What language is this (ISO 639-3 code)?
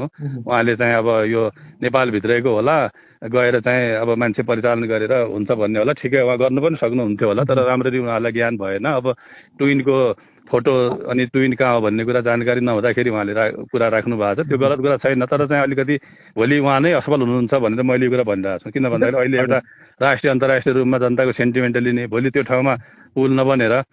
nep